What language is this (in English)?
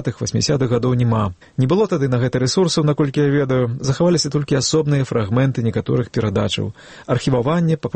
Belarusian